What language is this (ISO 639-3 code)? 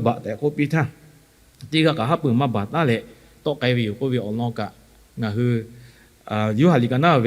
lhu